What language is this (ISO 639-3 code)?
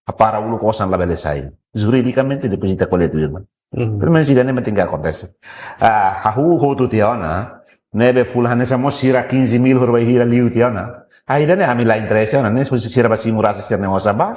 tet